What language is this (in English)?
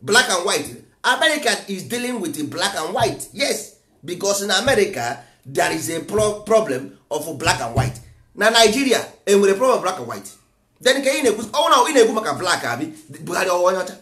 Igbo